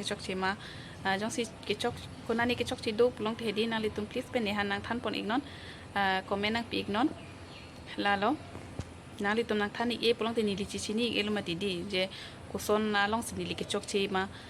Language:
Karbi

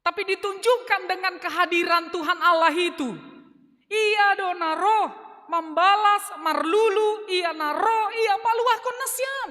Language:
Batak Simalungun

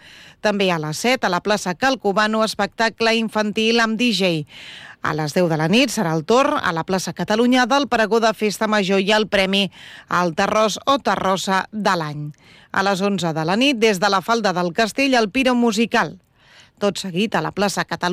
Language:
Catalan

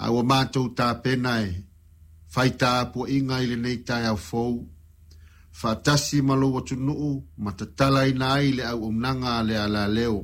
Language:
Samoan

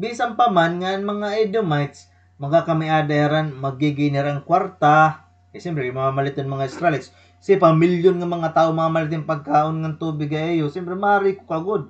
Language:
Waray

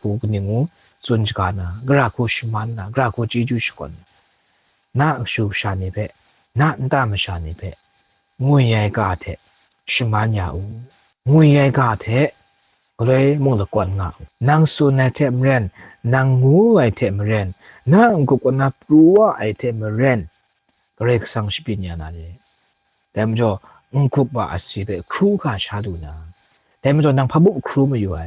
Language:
Kachin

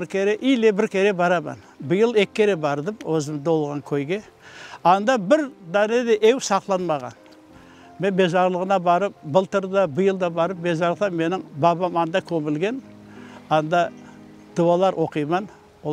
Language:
Crimean Tatar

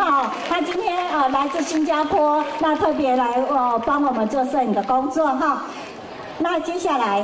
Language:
Chinese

